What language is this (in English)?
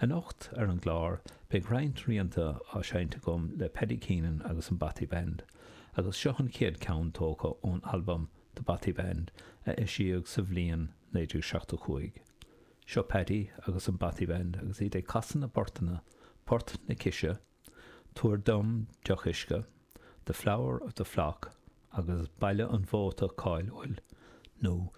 Irish